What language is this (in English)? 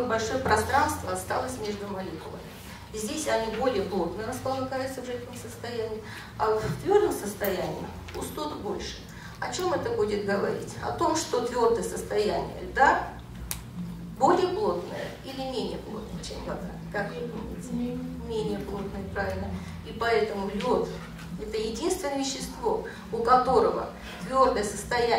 Russian